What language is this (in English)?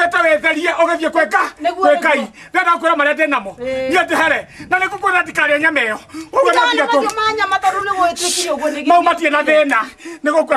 Kikuyu